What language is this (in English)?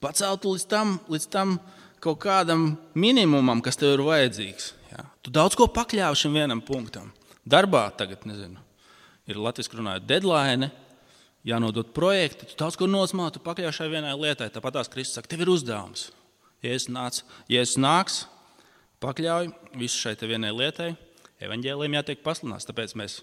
Latvian